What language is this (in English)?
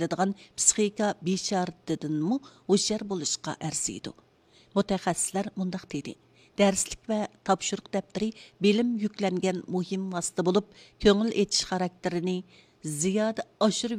Uyghur